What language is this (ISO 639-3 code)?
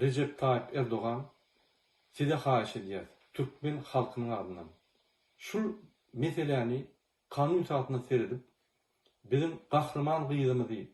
tuk